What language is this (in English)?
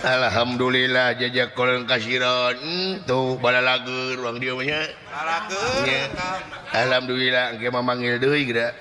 Sundanese